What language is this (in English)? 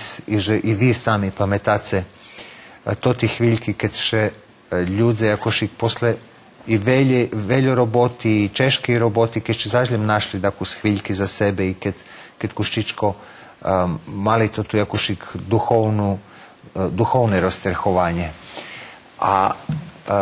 Rusyn